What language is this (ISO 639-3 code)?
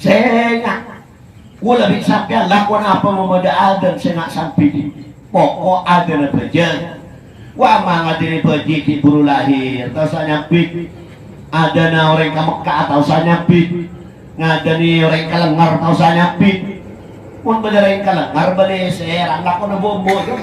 mad